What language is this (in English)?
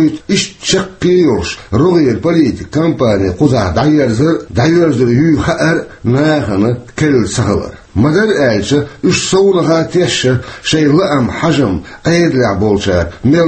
Chechen